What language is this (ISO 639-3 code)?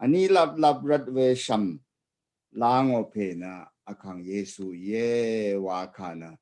raw